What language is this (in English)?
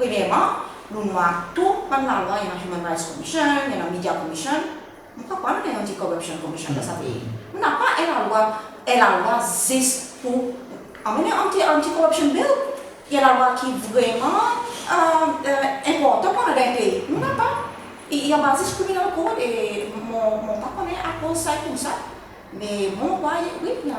Seselwa Creole French